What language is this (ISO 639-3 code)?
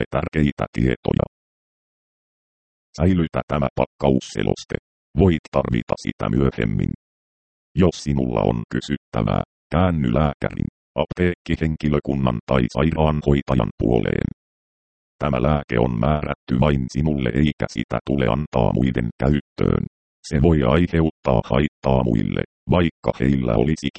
fin